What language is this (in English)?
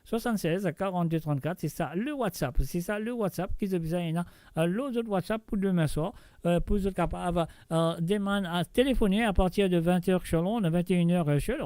Morisyen